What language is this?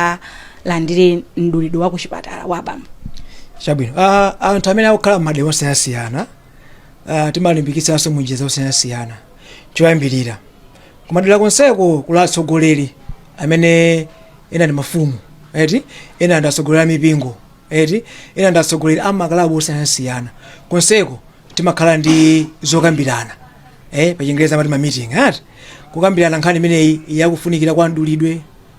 Nyanja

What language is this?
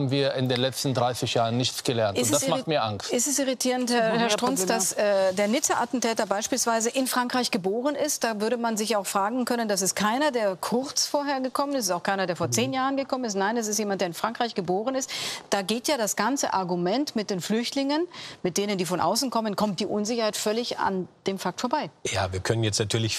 German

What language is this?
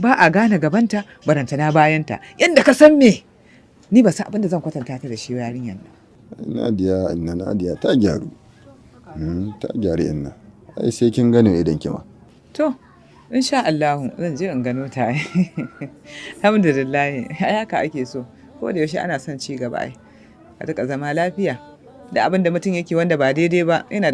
Hausa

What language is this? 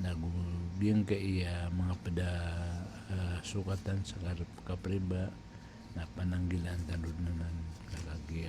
Maranao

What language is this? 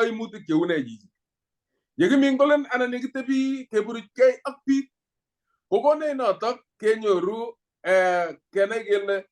Kalenjin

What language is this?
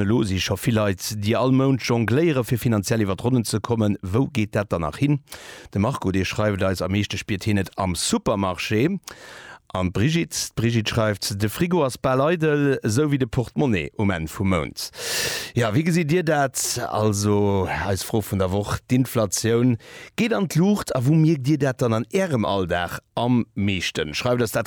Luxembourgish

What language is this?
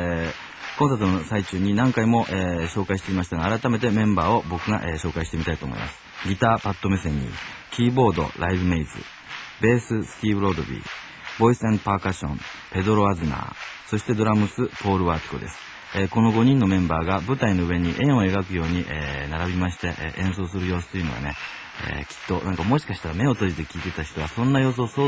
Japanese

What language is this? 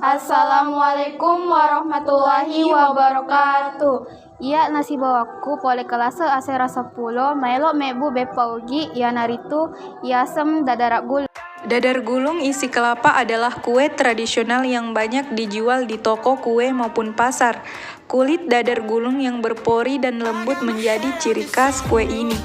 Buginese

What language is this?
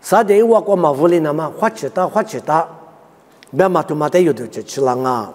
Lisu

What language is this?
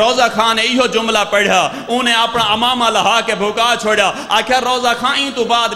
Saraiki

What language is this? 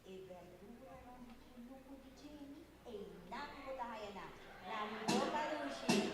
Papiamento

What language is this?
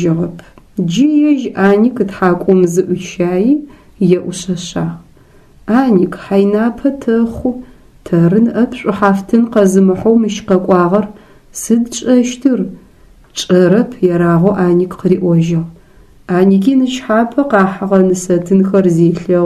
Adyghe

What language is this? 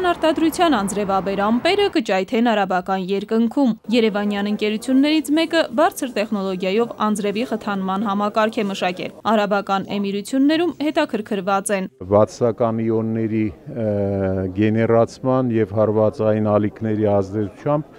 Armenian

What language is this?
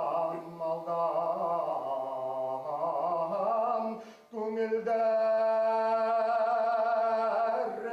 Bashkir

